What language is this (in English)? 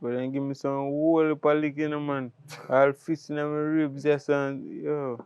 Jamaican Creole English